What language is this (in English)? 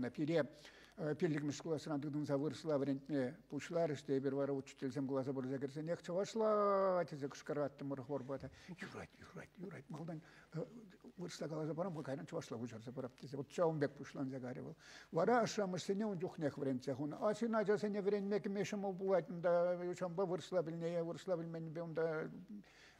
Chuvash